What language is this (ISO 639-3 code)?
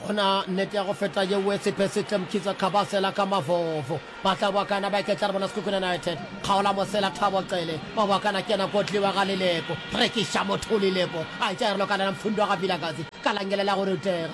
nso